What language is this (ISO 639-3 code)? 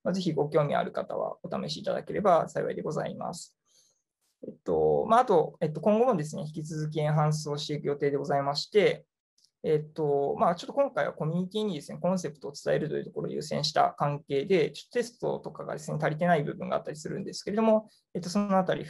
jpn